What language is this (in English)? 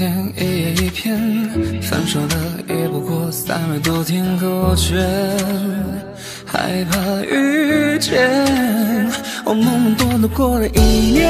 Chinese